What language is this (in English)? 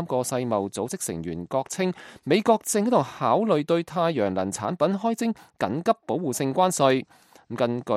Cantonese